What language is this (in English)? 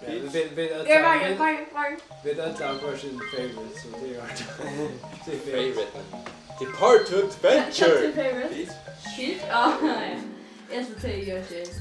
Faroese